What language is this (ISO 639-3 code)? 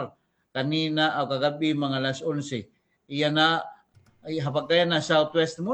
war